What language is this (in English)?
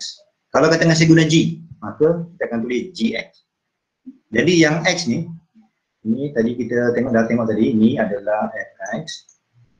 Malay